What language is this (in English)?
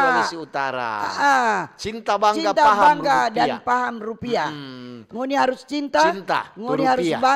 Manado Malay